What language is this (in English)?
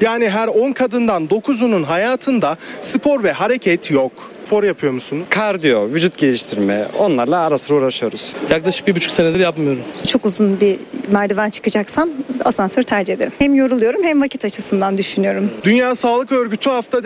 Turkish